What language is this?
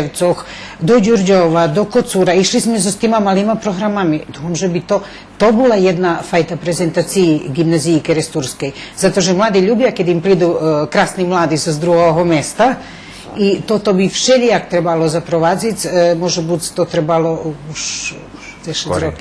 Rusyn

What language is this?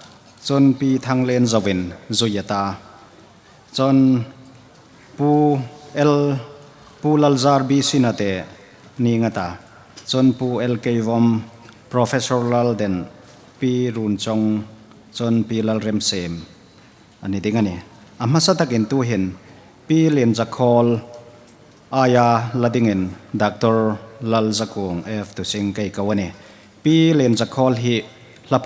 Hmar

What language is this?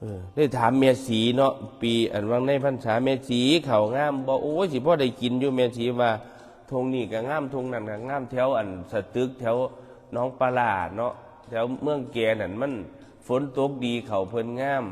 Northeastern Thai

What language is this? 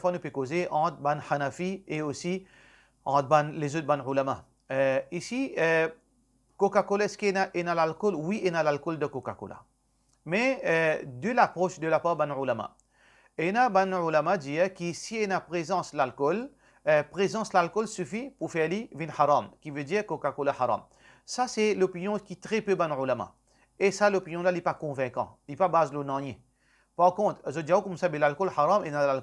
Morisyen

